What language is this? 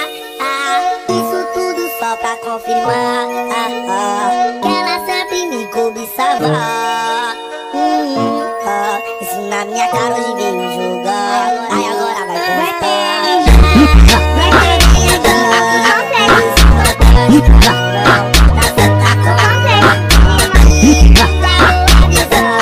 Portuguese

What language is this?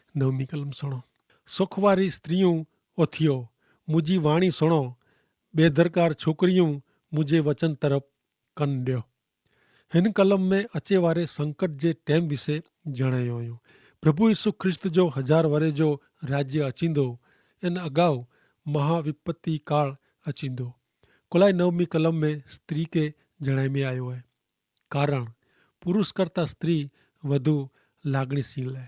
Kachhi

